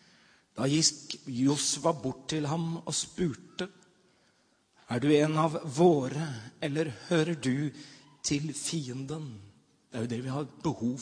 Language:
Norwegian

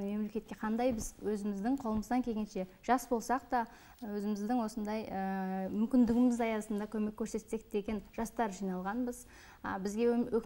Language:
Kazakh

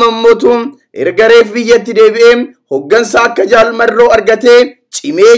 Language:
Oromo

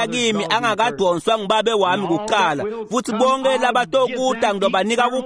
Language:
Swati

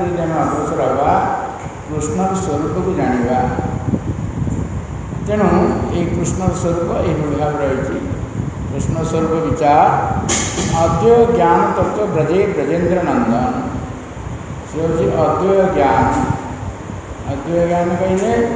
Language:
Odia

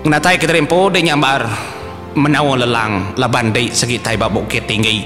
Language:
Iban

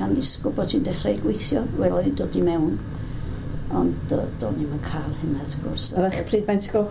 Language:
Welsh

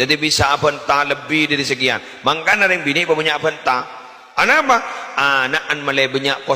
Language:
Madurese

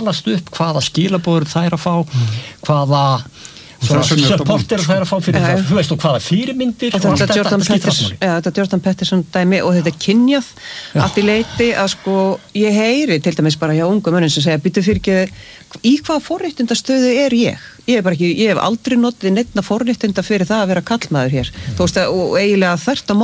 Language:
Icelandic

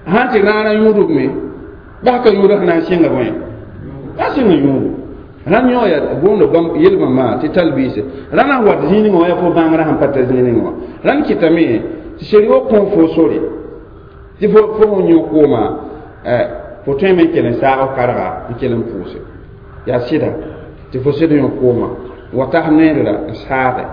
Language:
Mossi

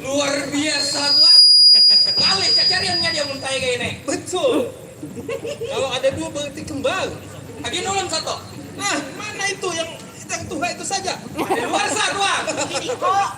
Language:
Banjar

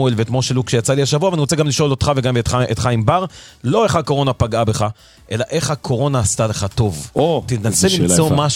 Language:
Hebrew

